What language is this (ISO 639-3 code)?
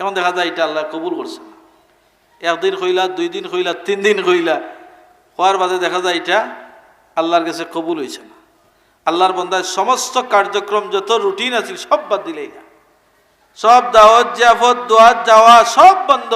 syl